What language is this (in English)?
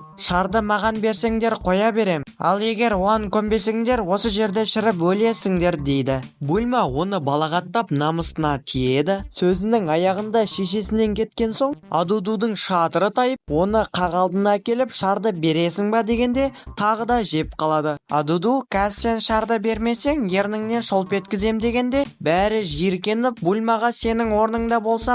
Kazakh